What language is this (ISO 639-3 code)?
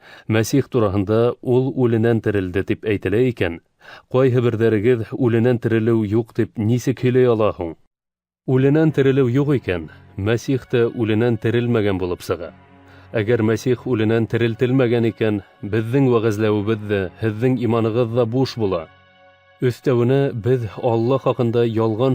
bak